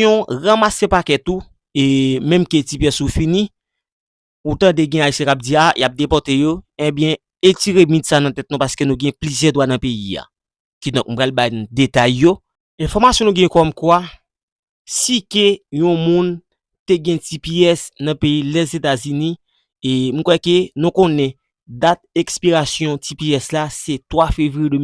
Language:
Haitian Creole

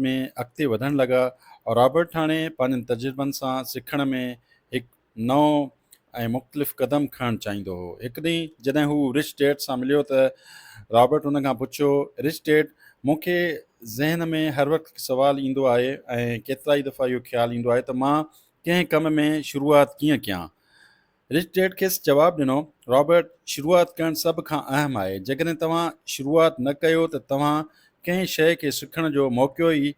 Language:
Sindhi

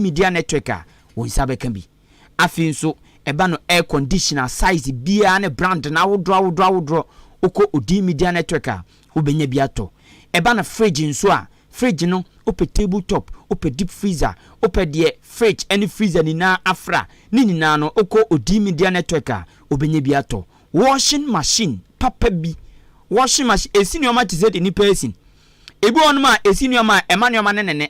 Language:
Akan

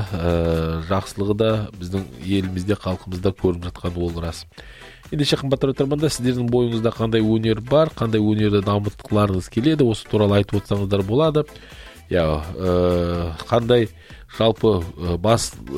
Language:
Kazakh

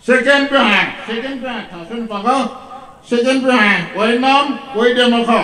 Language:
Poumei Naga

